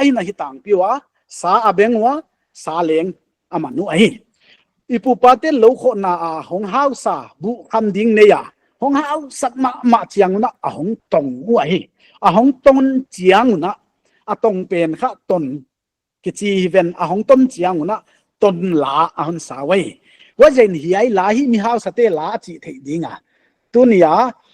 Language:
Paite Chin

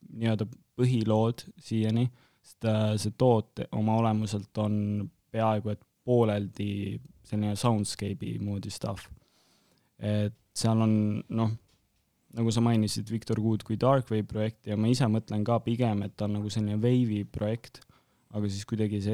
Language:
Estonian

